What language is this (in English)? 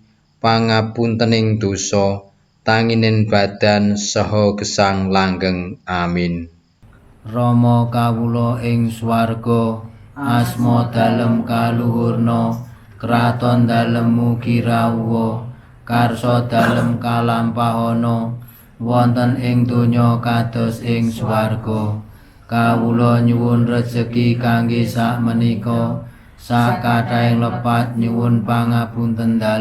Javanese